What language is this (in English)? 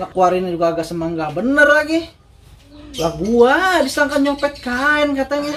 Betawi